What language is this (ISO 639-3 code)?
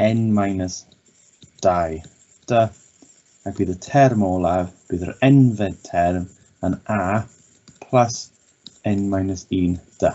cym